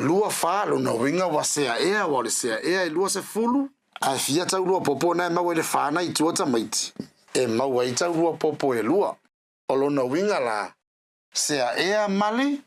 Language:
Samoan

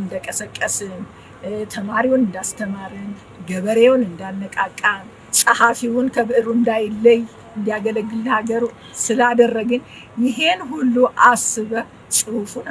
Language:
Amharic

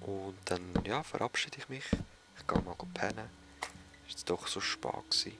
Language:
Swiss German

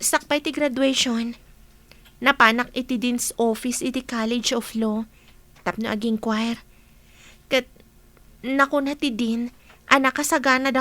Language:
Iloko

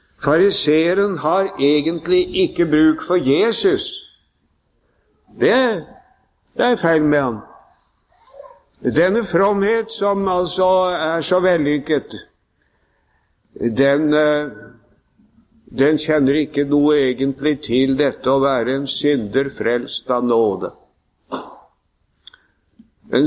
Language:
Norwegian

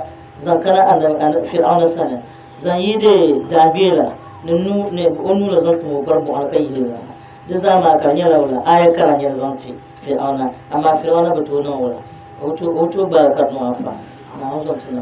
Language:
Dagbani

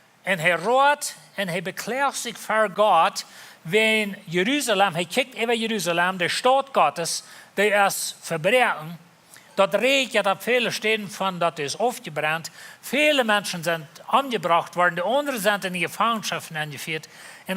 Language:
Plautdietsch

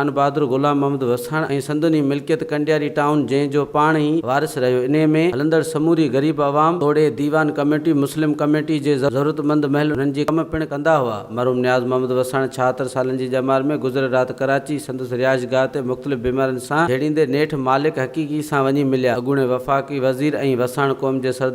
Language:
Sindhi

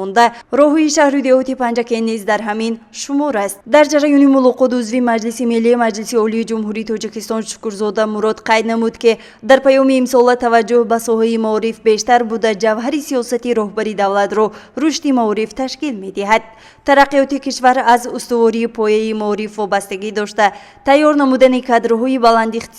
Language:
Tajik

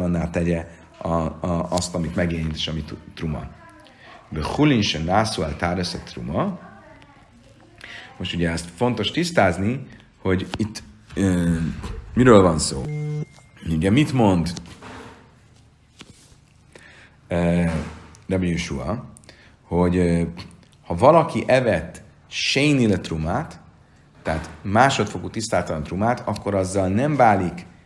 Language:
Hungarian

